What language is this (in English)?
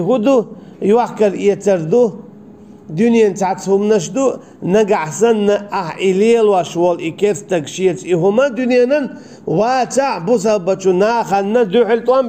Chechen